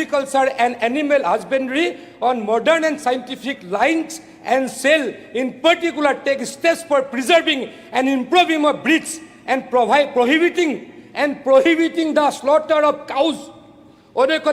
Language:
Assamese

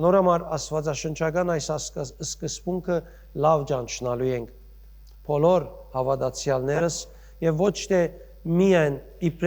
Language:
Western Armenian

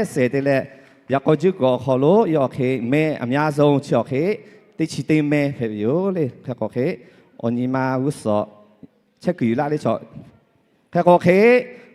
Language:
Lahu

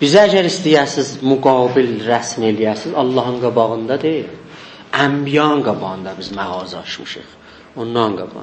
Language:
South Azerbaijani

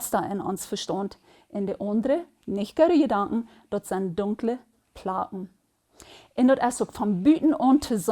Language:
Plautdietsch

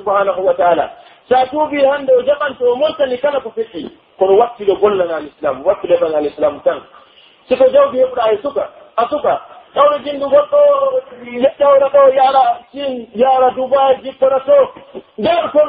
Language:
Pular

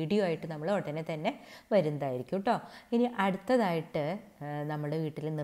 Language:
Malayalam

